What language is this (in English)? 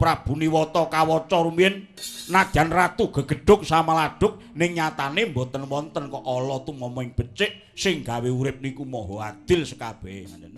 Javanese